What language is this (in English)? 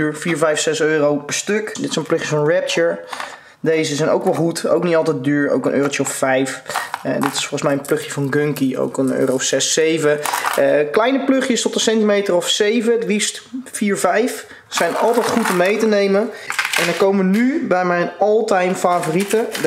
Dutch